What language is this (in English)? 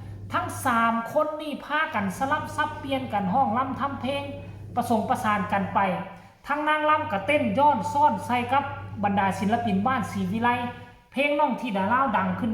Northeastern Thai